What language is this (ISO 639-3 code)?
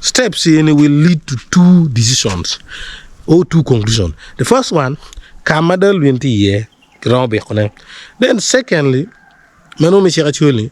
ach